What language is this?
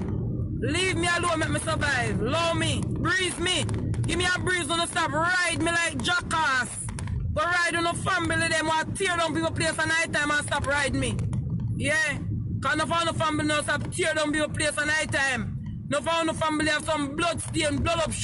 Jamaican Creole English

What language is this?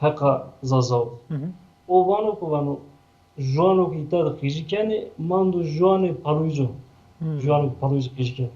Zaza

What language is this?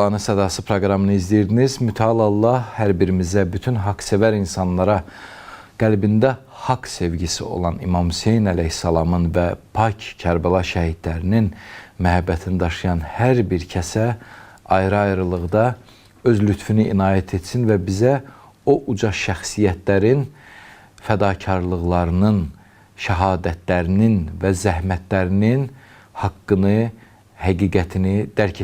Azerbaijani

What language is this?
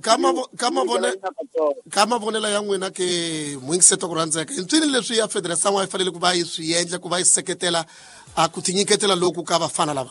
Tsonga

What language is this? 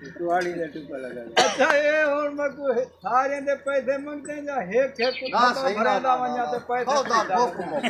Saraiki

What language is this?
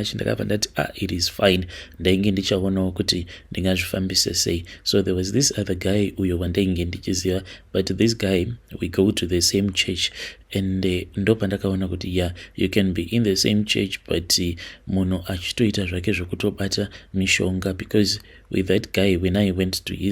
Shona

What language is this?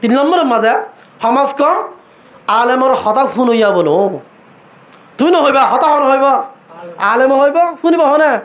Rohingya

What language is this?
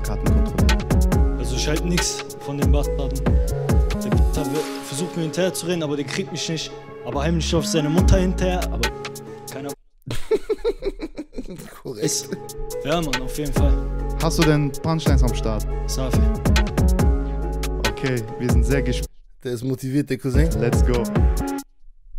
German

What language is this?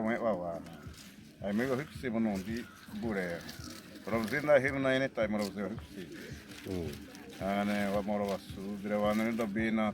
Xavánte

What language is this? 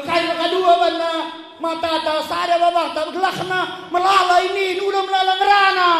Batak Karo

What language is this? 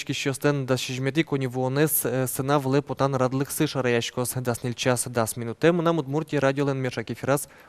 Udmurt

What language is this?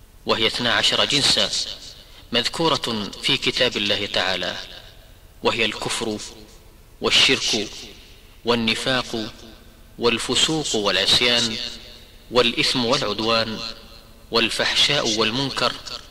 Arabic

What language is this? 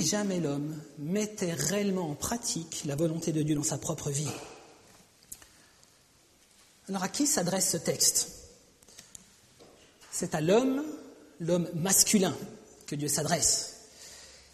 French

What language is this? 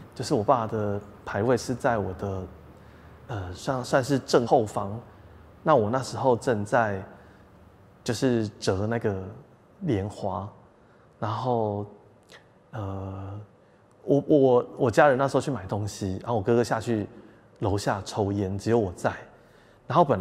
Chinese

